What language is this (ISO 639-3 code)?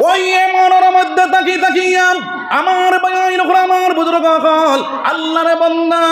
syl